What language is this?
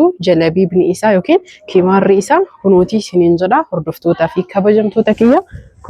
Oromo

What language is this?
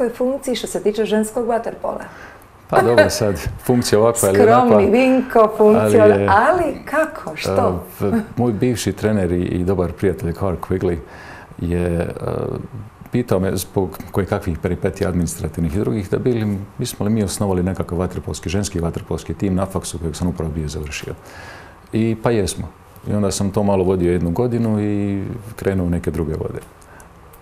Croatian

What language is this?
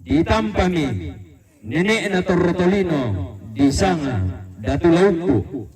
Toraja-Sa'dan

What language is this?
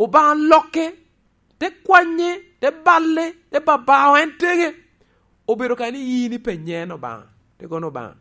Lango (Uganda)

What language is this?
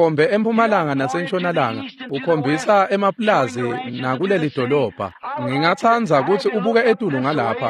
Swati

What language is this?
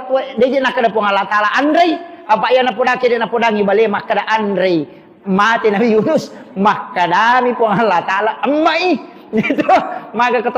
Buginese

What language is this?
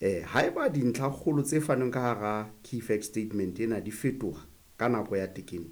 Southern Sotho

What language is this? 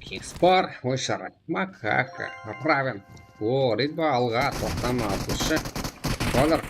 Kara-Kalpak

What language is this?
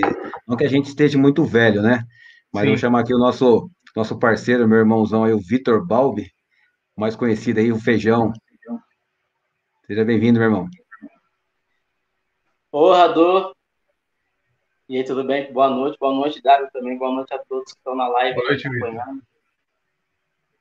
Portuguese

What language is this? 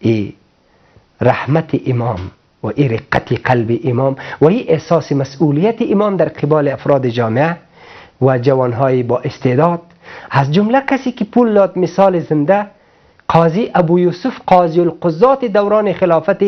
Persian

